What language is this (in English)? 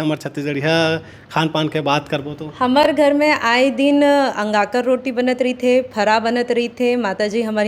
Chhattisgarhi